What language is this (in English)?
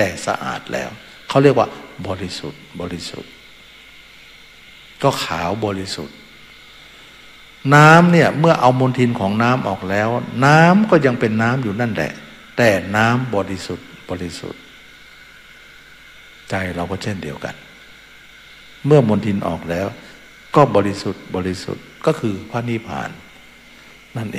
Thai